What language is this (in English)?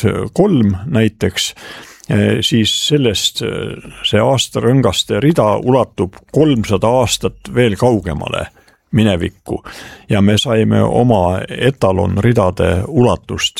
Estonian